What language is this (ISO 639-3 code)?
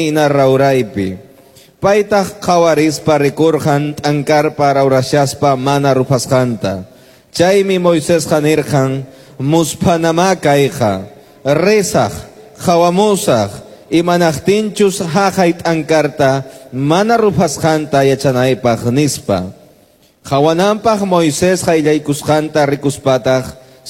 que